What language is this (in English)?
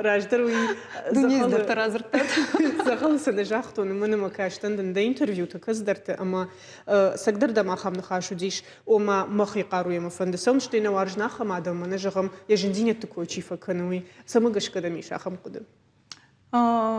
Ossetic